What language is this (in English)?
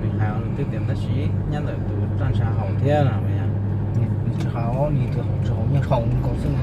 Hmong